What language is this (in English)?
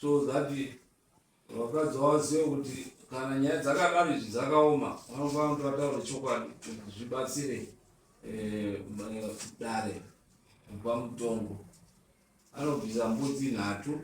Shona